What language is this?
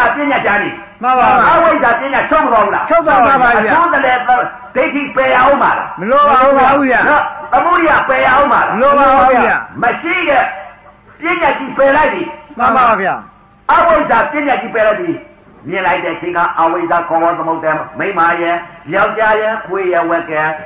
Burmese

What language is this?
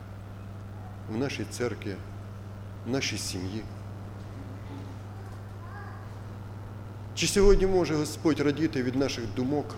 Ukrainian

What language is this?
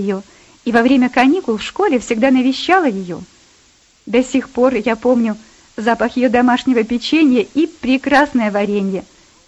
Russian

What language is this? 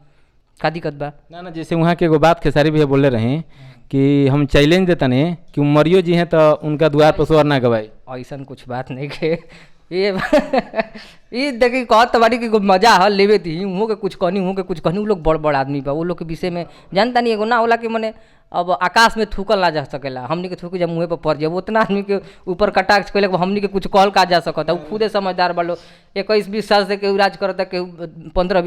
Bhojpuri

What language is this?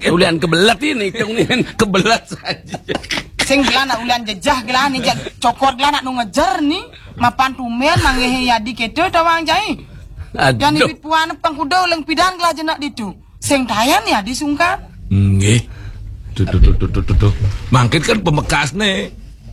Balinese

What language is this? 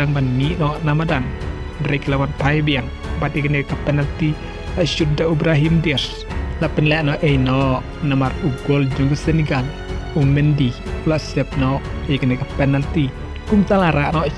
Khasi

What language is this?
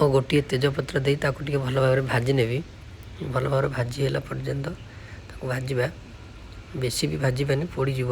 Odia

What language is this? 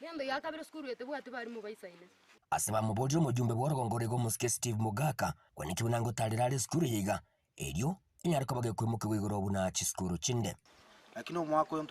Gusii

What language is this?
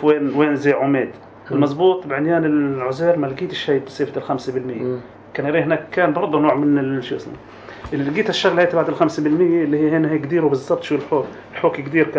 North Levantine Arabic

